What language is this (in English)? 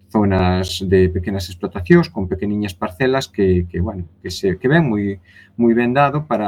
Galician